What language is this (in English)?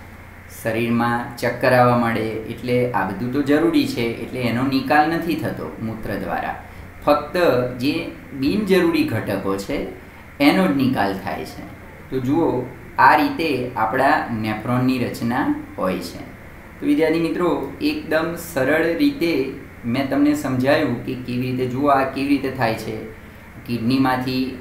Gujarati